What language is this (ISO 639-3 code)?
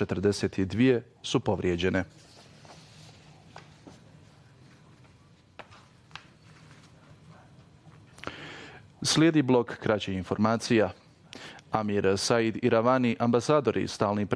bos